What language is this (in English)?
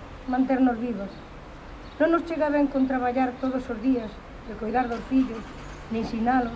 Galician